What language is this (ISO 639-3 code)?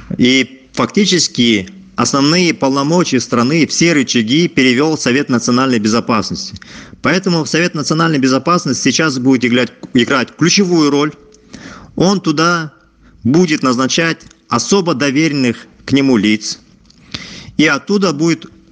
rus